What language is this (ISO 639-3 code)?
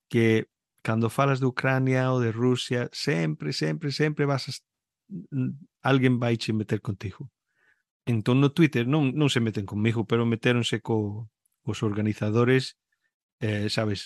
glg